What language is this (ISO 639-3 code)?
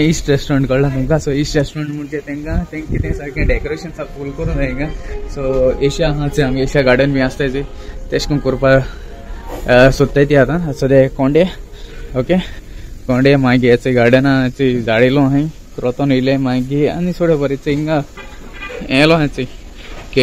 kok